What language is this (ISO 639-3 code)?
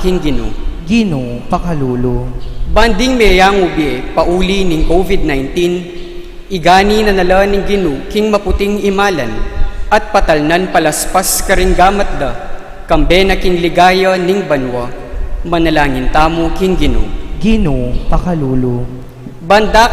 pam